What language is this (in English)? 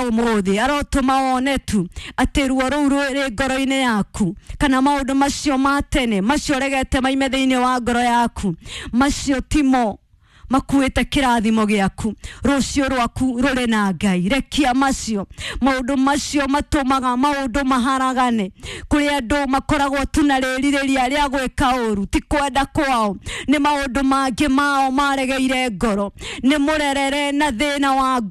Kikuyu